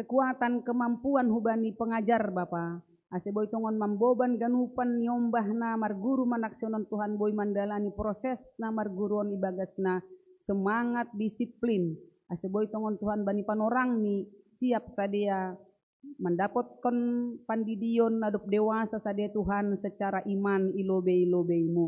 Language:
Batak Simalungun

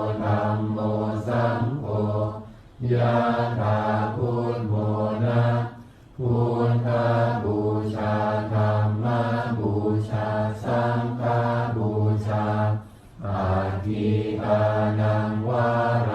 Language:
Pali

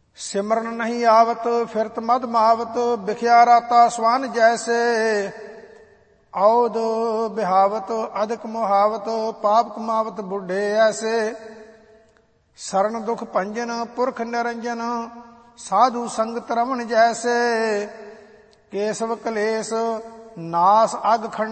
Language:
Punjabi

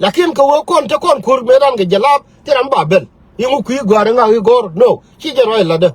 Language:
Nuer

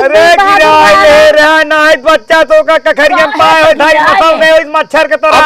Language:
Awadhi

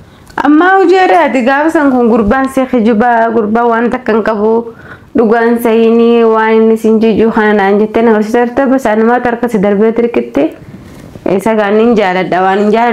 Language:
Oromo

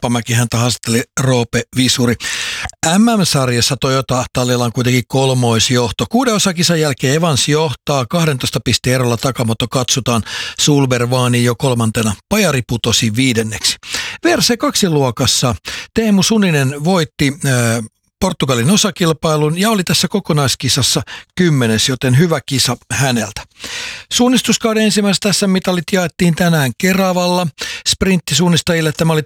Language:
Finnish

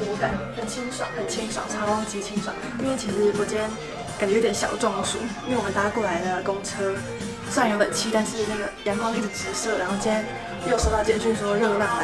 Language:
Chinese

